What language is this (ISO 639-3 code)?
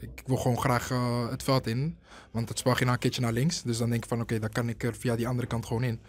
fry